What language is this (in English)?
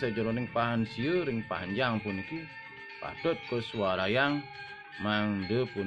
Balinese